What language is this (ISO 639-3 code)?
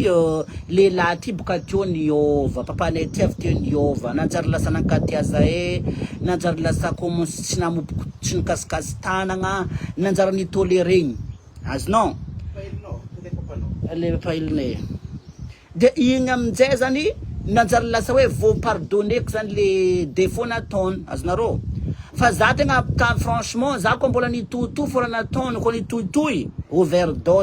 mlg